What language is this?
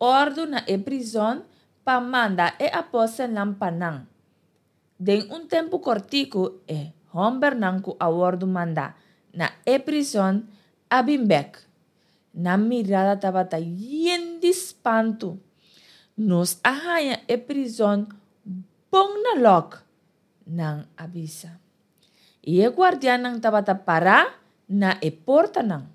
Papiamento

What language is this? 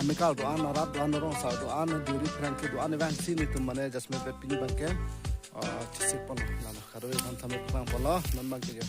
Karbi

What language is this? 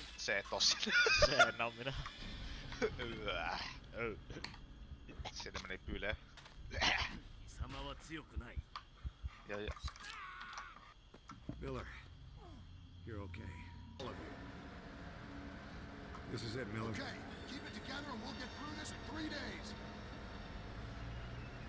Finnish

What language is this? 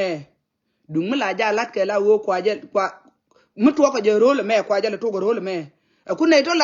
Nuer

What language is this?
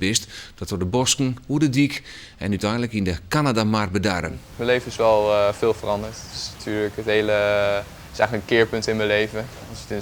Western Frisian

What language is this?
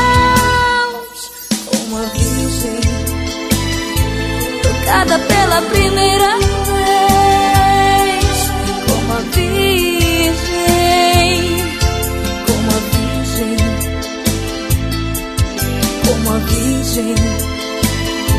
Portuguese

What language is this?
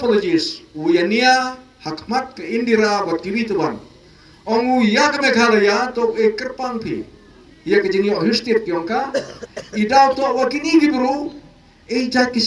Khasi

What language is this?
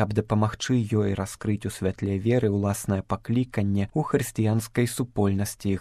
Belarusian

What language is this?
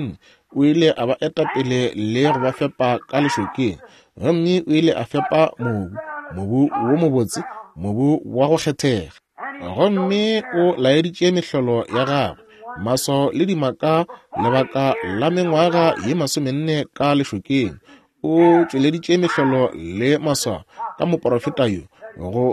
Northern Sotho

